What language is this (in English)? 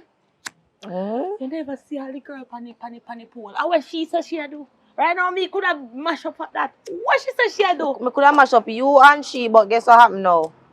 Jamaican Creole English